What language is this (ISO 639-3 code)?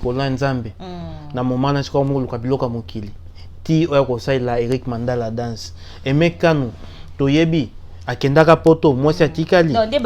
lin